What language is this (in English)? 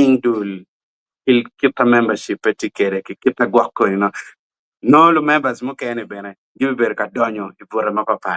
Acoli